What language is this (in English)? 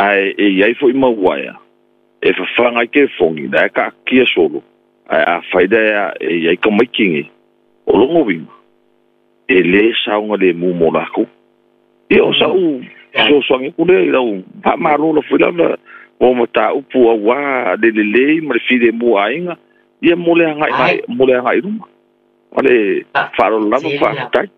Samoan